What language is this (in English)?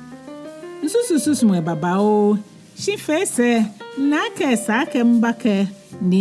Ga